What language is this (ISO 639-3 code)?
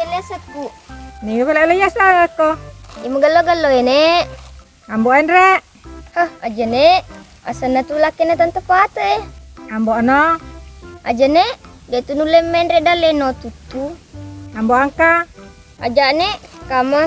bug